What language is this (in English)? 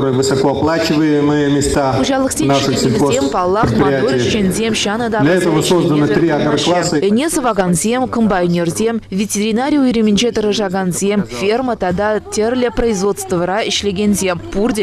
Chuvash